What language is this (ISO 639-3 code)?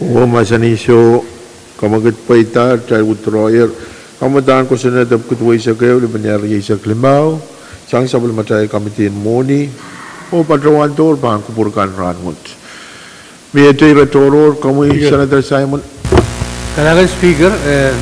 pon